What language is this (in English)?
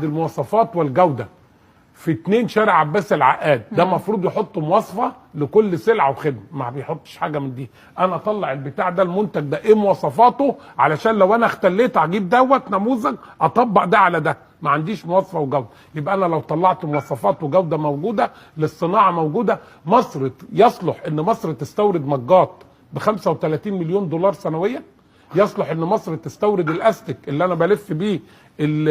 Egyptian Arabic